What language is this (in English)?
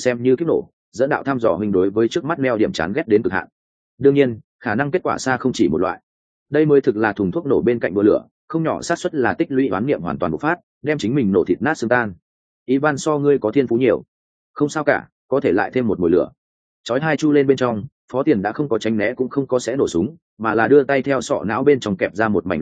Vietnamese